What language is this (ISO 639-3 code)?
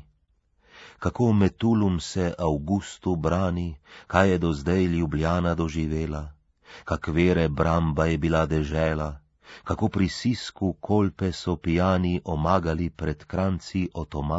slv